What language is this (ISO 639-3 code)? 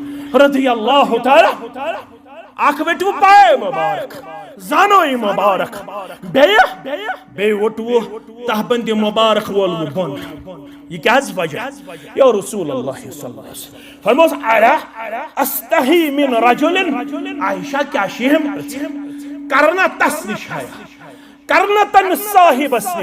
kas